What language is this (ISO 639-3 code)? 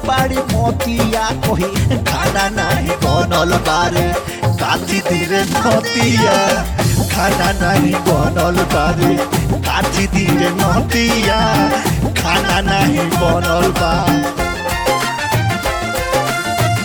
bho